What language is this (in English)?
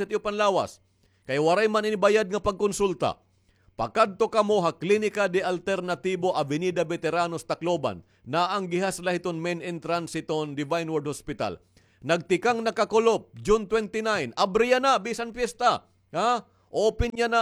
Waray